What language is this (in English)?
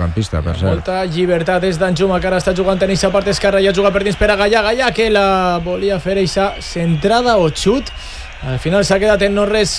Catalan